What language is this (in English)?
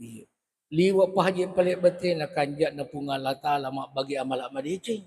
Buginese